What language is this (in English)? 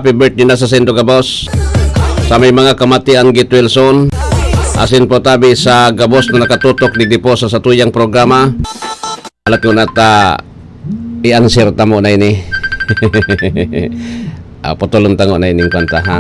Bikol